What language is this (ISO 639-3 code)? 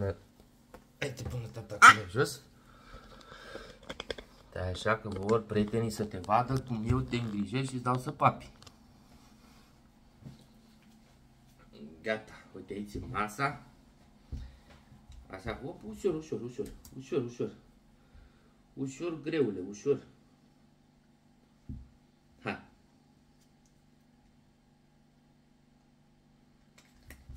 ron